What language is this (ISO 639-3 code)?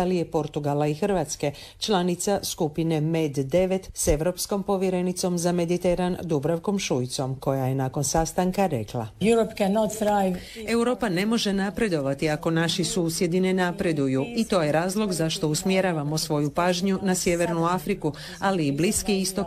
hrv